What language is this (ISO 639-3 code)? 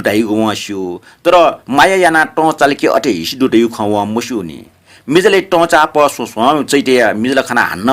new